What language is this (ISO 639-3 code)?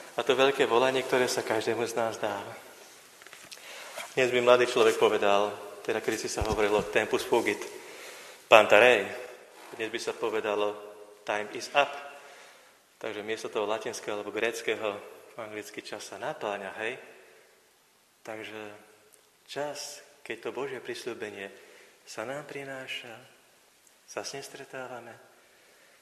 slk